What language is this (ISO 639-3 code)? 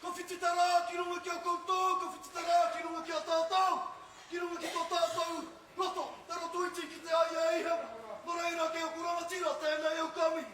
mri